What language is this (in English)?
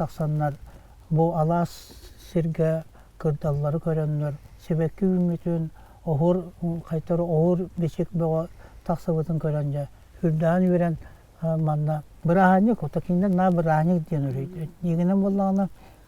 Yakut